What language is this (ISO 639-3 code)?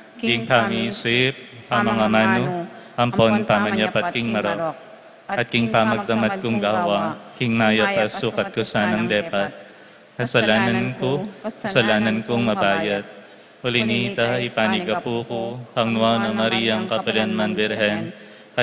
pam